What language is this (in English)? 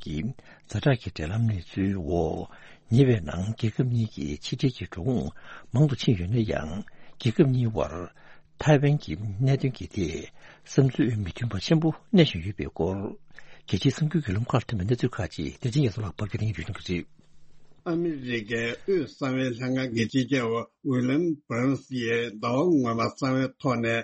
Tibetan